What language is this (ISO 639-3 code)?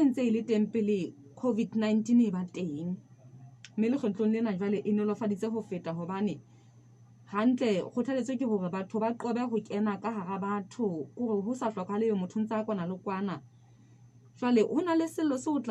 sot